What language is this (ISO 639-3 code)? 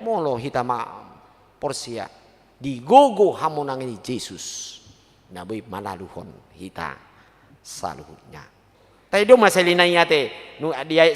bbc